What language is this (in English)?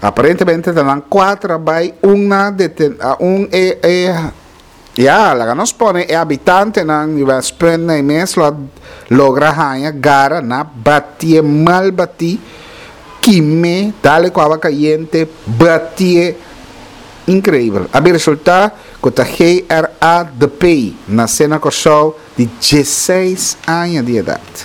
Papiamento